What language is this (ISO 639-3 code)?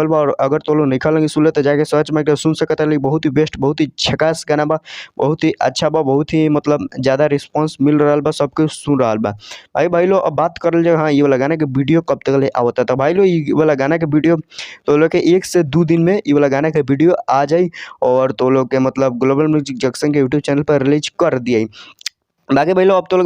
bho